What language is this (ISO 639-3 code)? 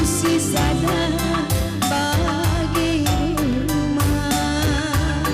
btx